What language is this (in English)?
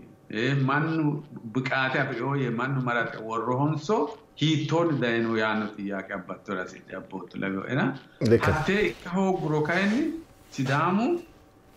Sidamo